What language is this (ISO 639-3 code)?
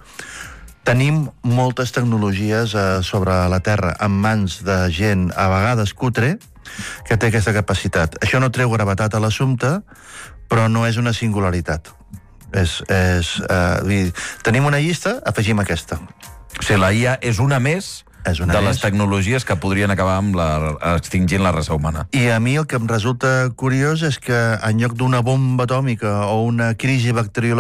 cat